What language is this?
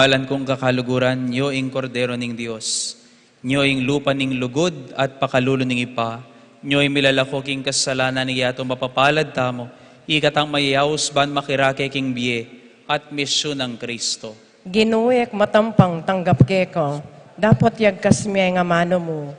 Pampanga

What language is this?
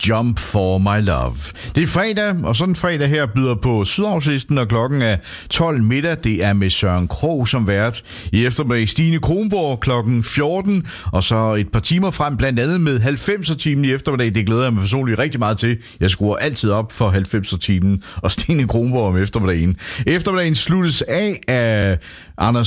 Danish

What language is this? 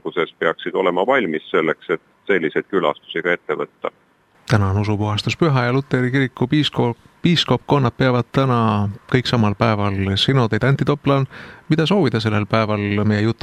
Estonian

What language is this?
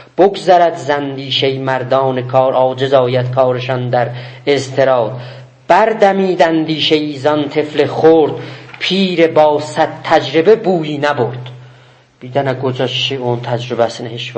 South Azerbaijani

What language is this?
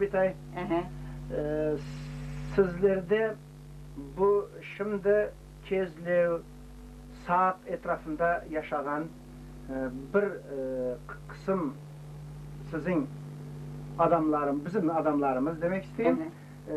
Crimean Tatar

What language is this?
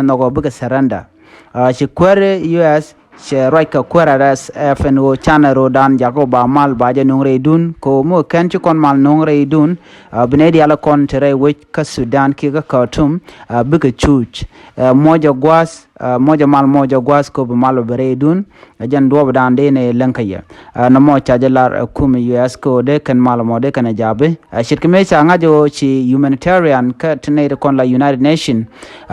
Nuer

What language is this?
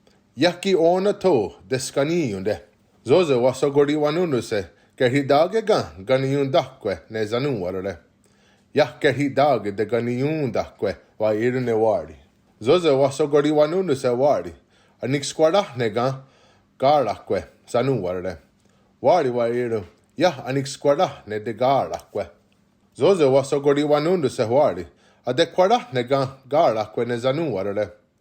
Mohawk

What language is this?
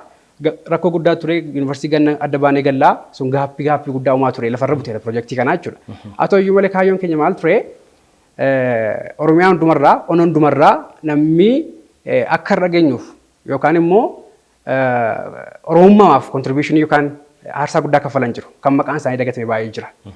Oromo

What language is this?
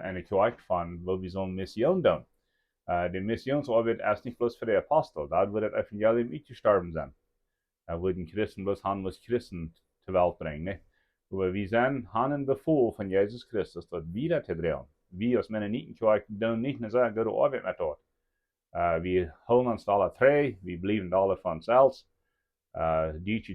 Plautdietsch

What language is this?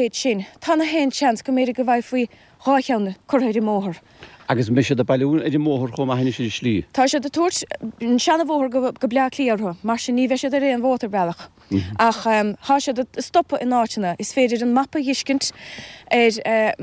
Irish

